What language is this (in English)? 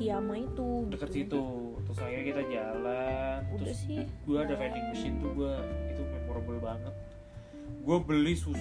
Indonesian